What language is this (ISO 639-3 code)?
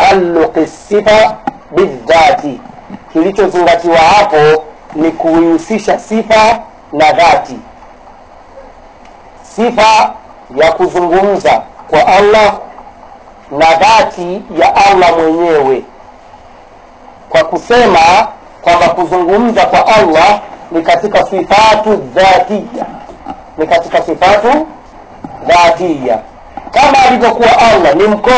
swa